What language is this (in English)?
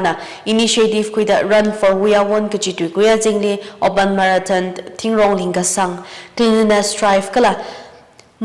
Tangkhul Naga (India)